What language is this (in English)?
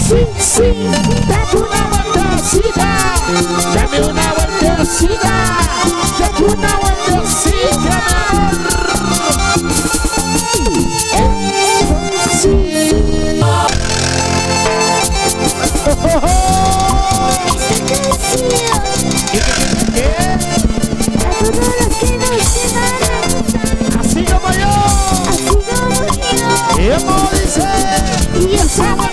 Spanish